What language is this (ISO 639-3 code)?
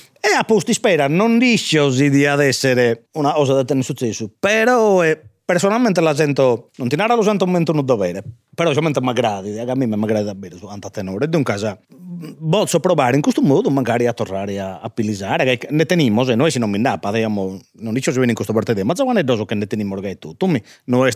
srd